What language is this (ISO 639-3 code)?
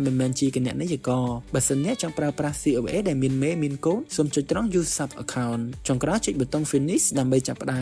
khm